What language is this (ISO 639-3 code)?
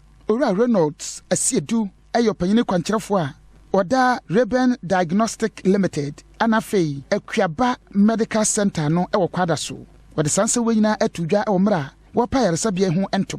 aka